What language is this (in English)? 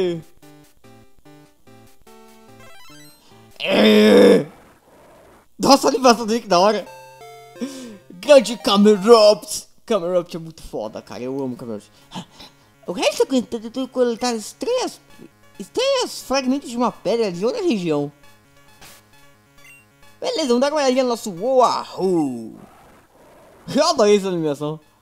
Portuguese